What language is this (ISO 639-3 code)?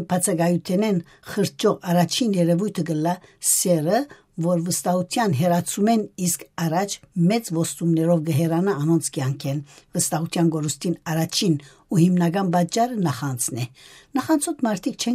hyw